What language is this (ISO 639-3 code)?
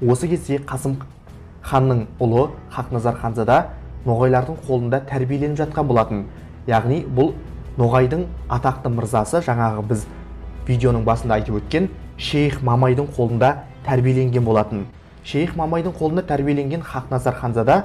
kaz